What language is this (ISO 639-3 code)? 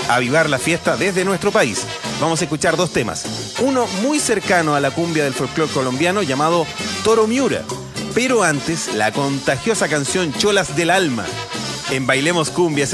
spa